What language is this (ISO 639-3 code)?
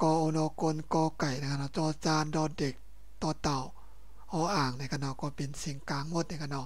shn